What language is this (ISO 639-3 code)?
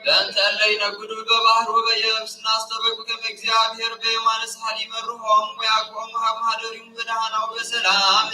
gez